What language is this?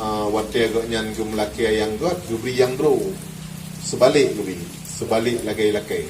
Achinese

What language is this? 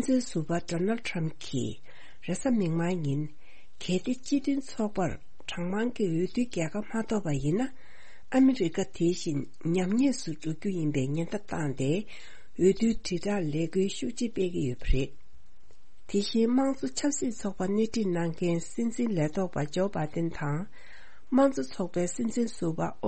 Tibetan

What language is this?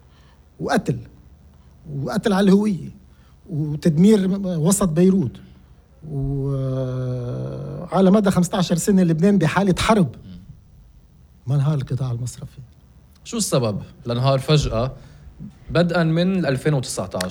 North Levantine Arabic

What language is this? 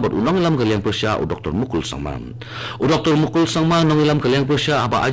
Khasi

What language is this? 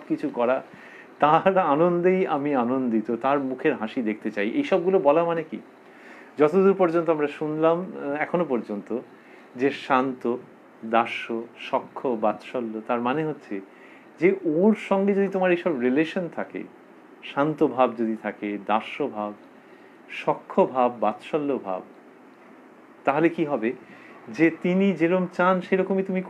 Bangla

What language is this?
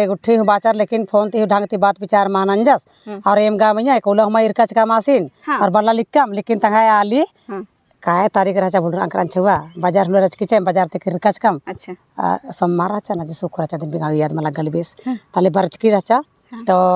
Kurukh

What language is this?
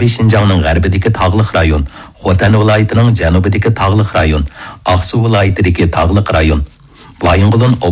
Uyghur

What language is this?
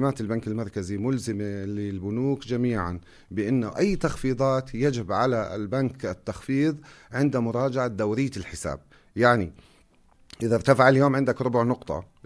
North Levantine Arabic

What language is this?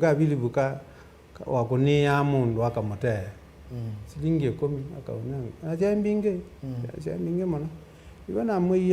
Kamba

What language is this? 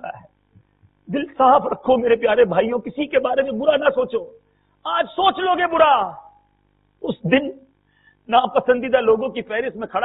Urdu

